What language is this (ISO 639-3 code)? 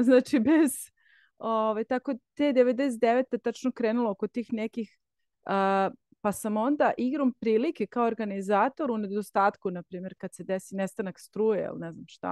srp